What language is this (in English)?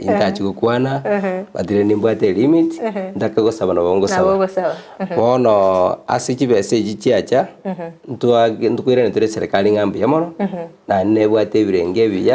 Gusii